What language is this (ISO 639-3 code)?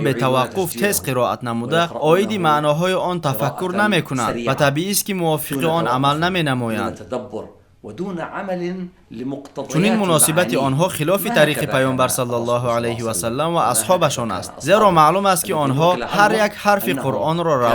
tgk